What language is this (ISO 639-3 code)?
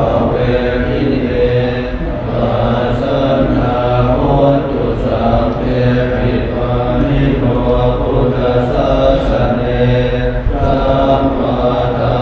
pli